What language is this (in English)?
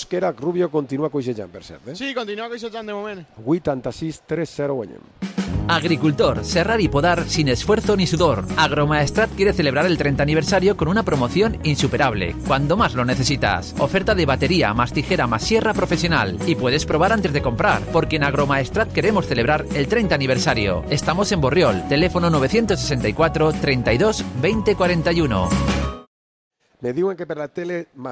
Catalan